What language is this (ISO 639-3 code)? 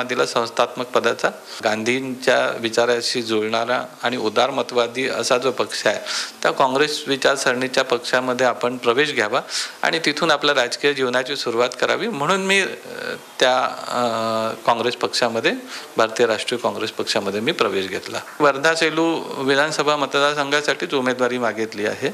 mar